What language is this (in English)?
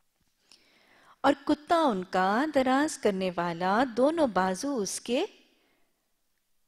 Urdu